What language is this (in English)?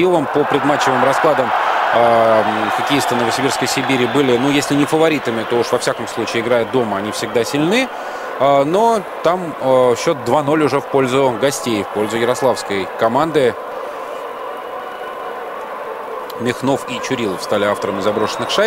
Russian